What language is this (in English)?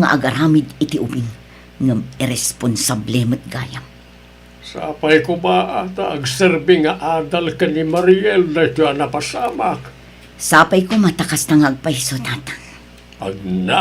Iloko